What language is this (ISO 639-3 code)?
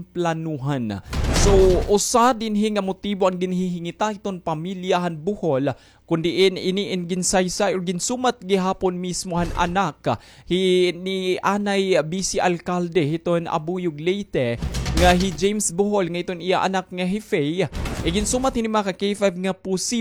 war